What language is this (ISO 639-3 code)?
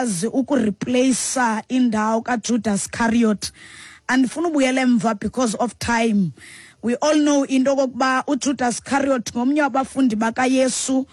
xho